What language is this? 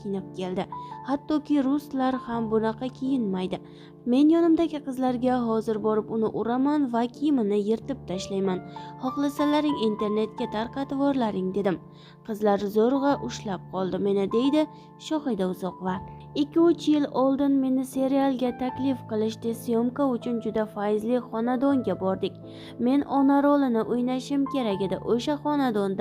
Uzbek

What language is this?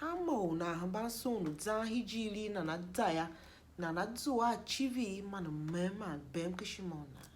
Tiv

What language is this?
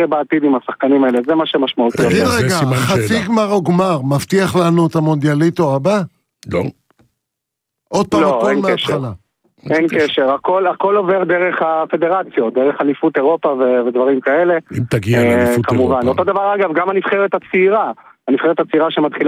Hebrew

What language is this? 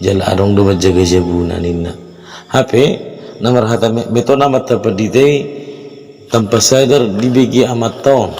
Batak Toba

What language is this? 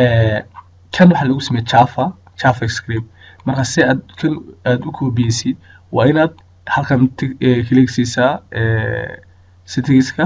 Somali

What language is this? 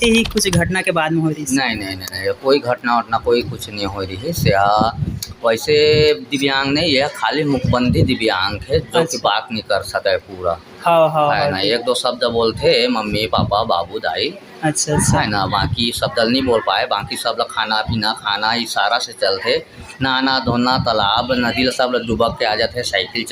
Chhattisgarhi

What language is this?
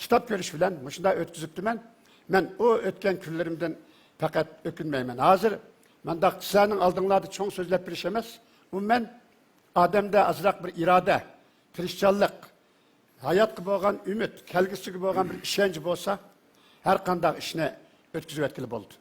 Uyghur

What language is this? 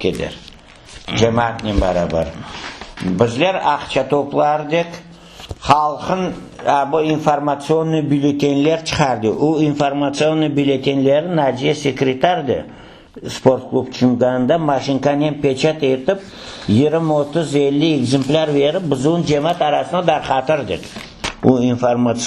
Crimean Tatar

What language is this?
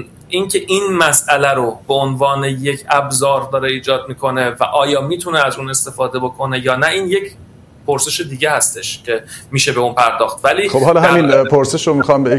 Persian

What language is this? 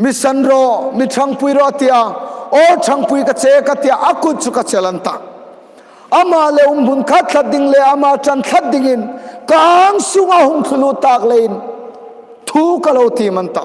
Hmar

